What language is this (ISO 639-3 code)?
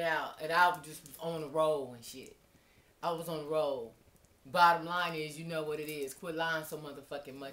eng